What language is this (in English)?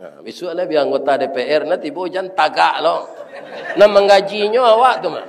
Minangkabau